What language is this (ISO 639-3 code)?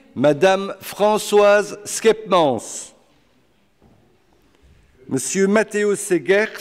fra